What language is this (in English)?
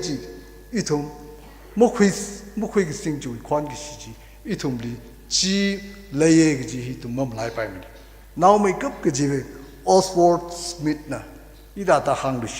Tangkhul Naga (India)